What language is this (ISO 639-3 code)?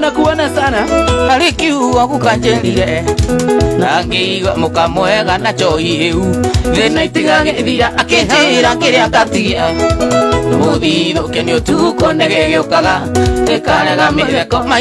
kik